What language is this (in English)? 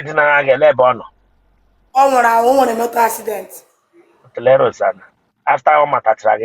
Igbo